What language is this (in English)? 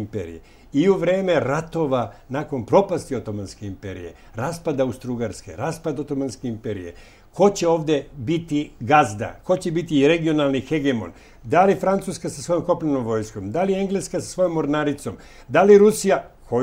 Serbian